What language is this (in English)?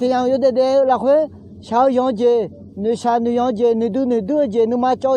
Akha